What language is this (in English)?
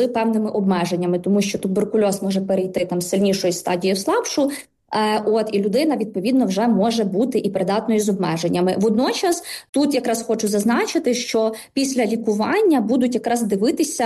Ukrainian